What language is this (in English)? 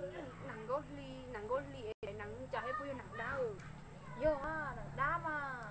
Hmong